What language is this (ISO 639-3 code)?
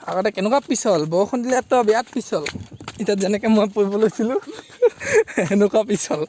asm